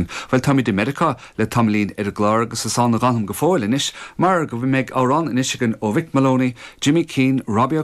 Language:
Irish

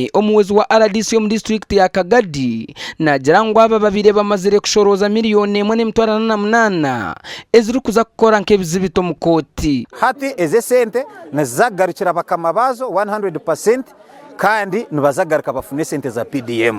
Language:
Nyankole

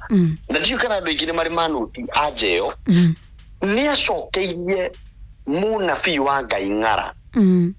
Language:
Kikuyu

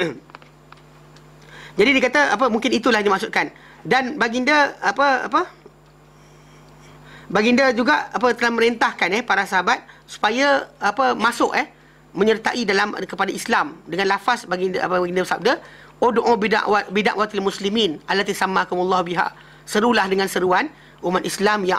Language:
Malay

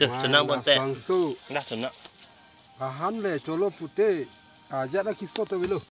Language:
Karbi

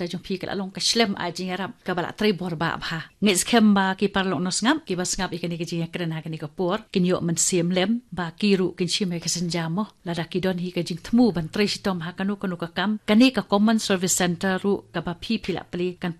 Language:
Khasi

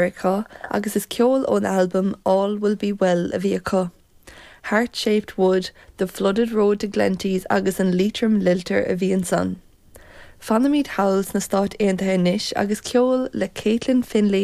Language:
Irish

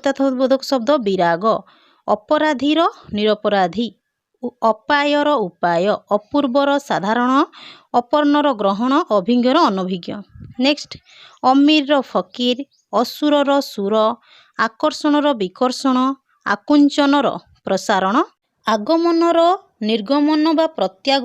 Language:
Odia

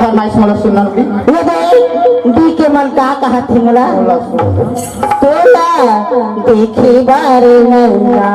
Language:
Chhattisgarhi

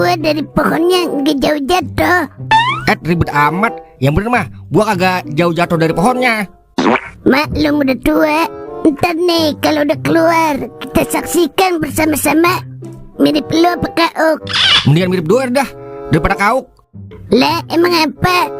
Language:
Betawi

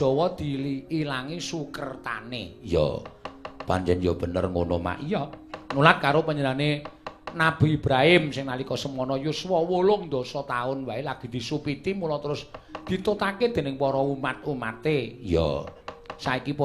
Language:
Javanese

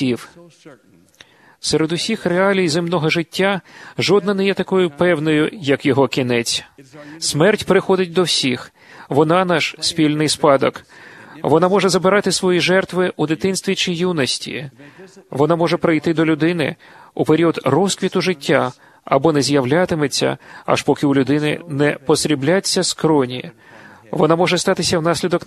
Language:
Ukrainian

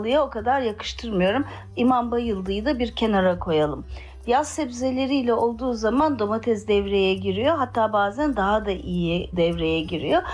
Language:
Turkish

